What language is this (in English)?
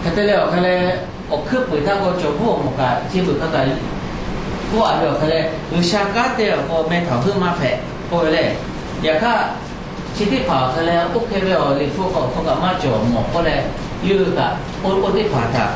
Lahu